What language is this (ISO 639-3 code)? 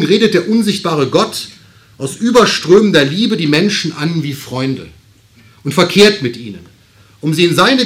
deu